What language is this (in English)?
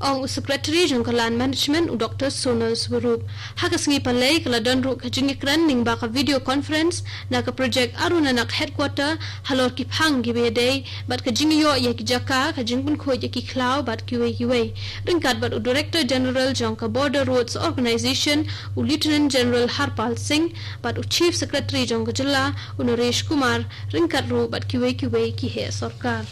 Khasi